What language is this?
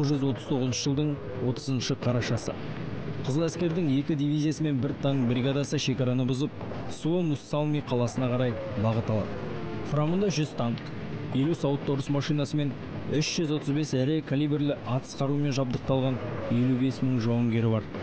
Kazakh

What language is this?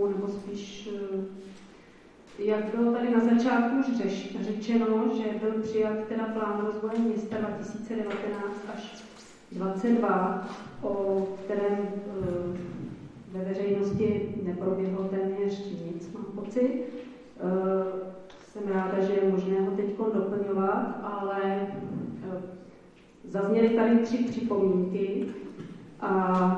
Czech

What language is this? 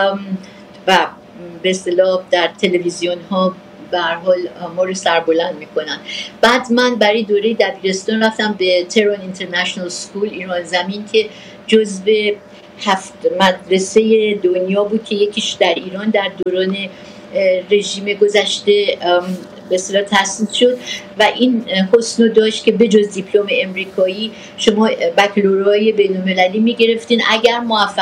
Persian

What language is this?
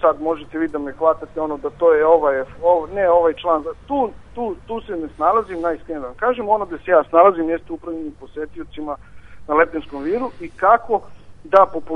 Serbian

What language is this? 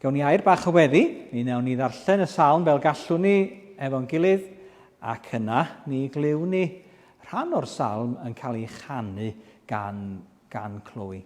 Welsh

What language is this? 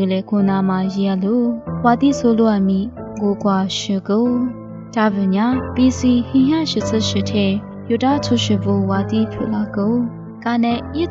Lisu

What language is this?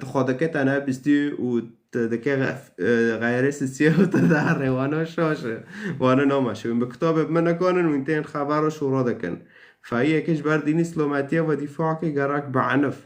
Kurdish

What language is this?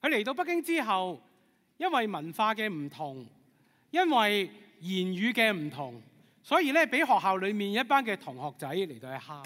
Cantonese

